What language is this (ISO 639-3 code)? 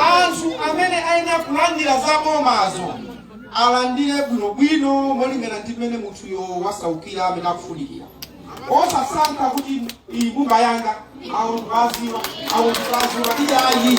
nya